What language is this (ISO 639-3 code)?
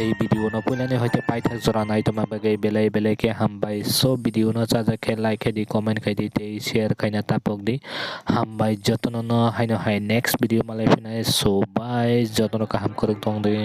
trp